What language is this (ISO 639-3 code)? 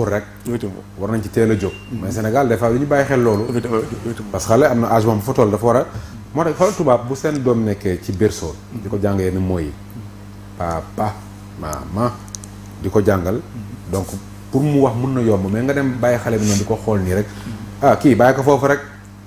wol